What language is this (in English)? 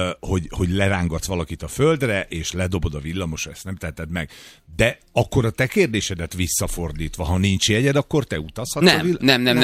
Hungarian